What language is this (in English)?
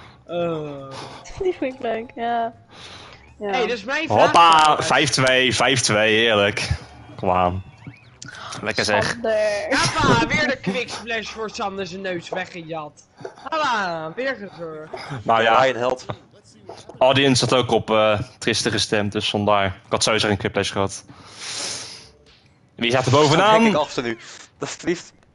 Dutch